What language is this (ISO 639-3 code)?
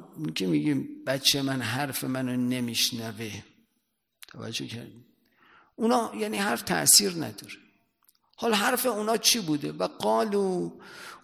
fas